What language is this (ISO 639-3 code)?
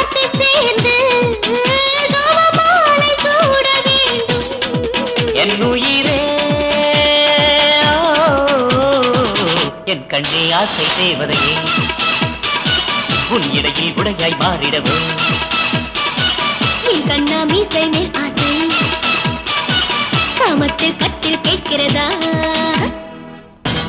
tam